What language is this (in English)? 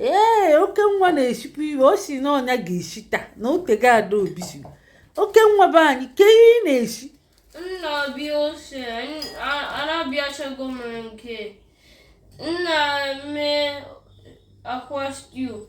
Igbo